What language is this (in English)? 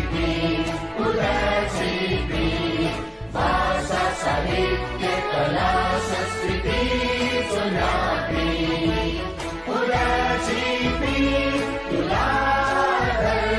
Newari